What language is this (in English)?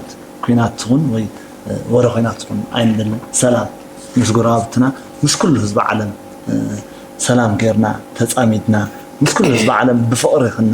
Tigrinya